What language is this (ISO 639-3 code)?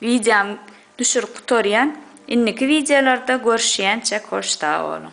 tuk